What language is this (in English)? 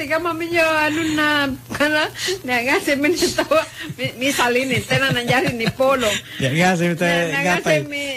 Makasar